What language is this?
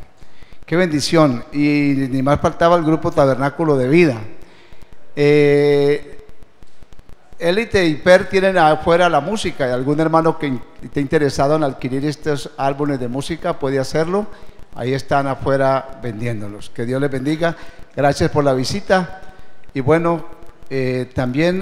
Spanish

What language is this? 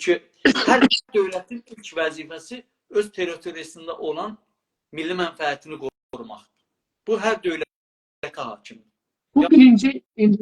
South Azerbaijani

